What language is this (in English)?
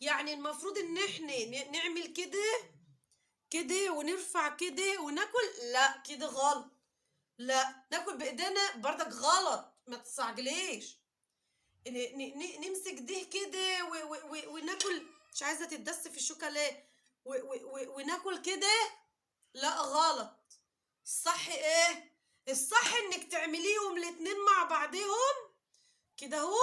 Egyptian Arabic